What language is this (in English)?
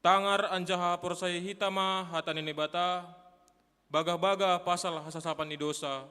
Batak Simalungun